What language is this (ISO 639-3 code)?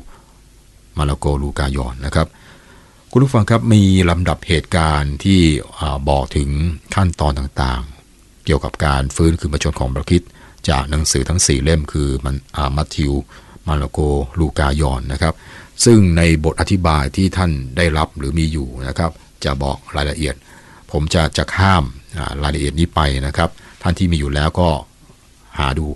tha